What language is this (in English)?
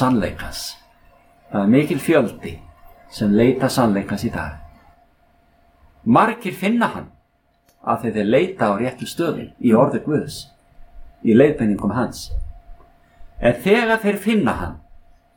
Icelandic